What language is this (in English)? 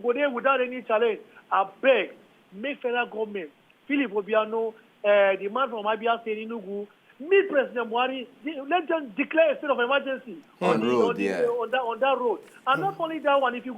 Nigerian Pidgin